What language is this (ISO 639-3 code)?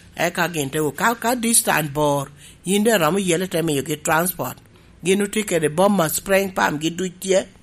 laj